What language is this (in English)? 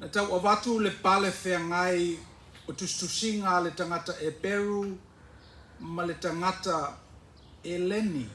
Samoan